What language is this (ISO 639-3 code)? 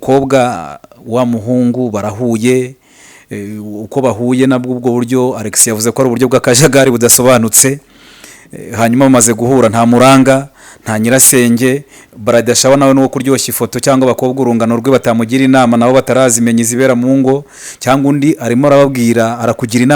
kin